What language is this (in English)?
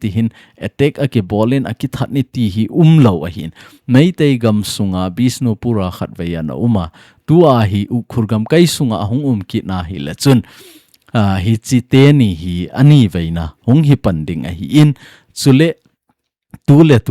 Thado Chin